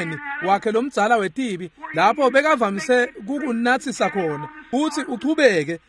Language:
Swati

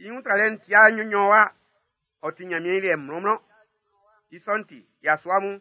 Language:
Baoulé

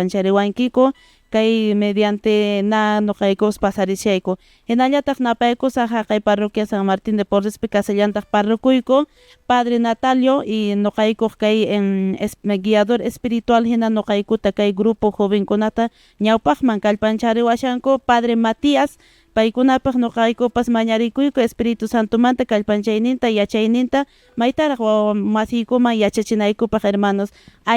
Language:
Quechua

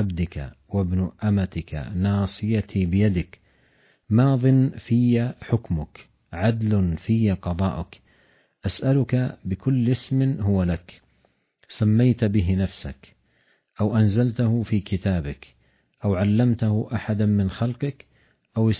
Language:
Arabic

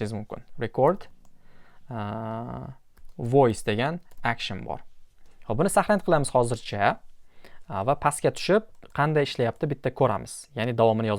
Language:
Uzbek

